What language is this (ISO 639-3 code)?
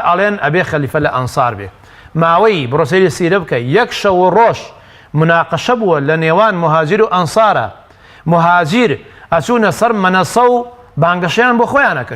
ckb